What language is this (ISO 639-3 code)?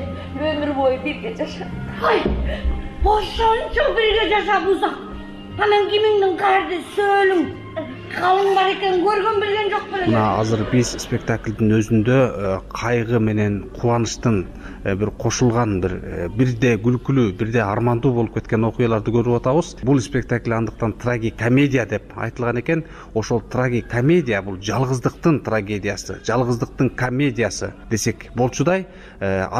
kir